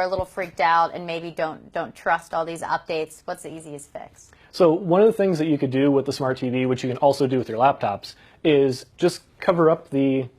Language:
English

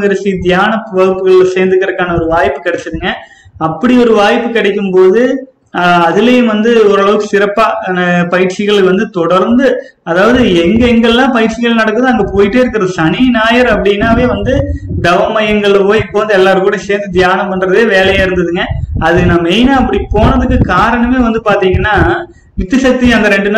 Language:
Tamil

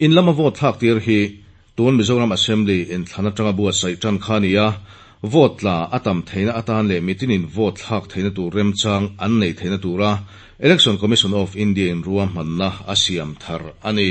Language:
Mizo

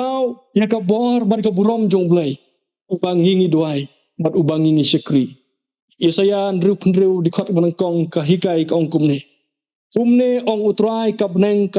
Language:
Khasi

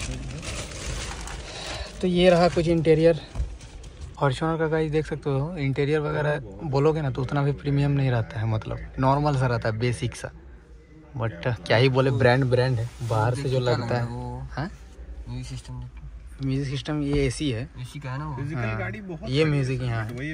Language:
Hindi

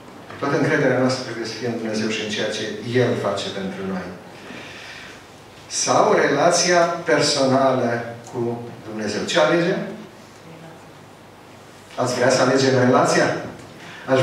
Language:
Romanian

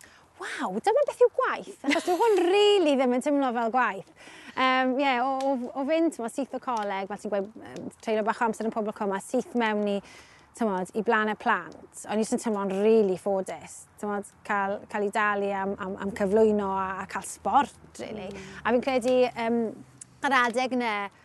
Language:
Welsh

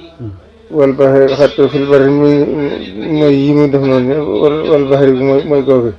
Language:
Wolof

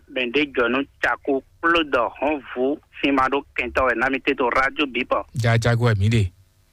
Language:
Fon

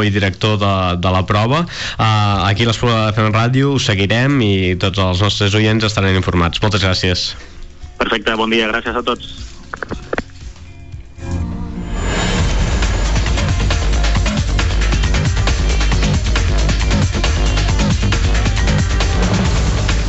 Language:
Catalan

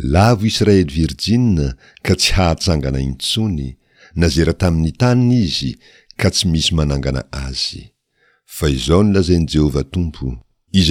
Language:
Malagasy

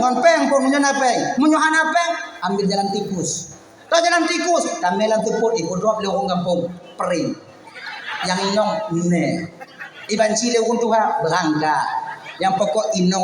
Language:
Achinese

